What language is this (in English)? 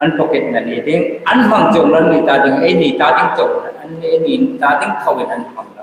Hmar